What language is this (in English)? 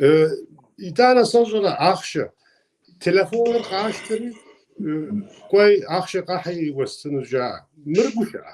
Kabardian